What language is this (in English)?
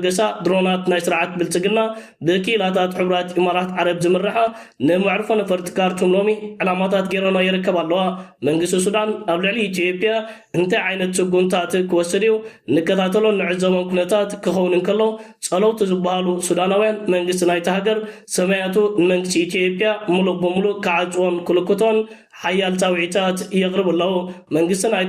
Tigrinya